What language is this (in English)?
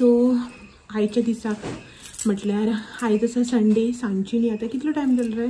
Konkani